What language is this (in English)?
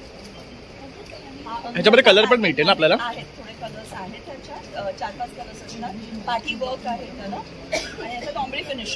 Marathi